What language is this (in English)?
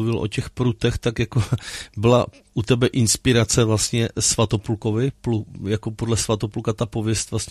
Czech